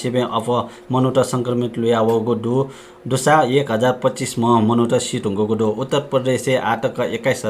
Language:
Newari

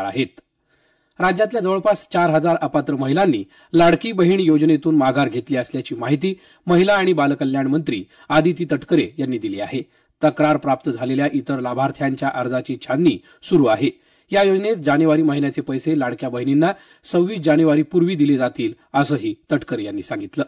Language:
Marathi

